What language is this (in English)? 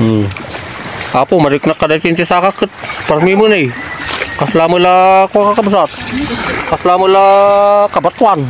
Iloko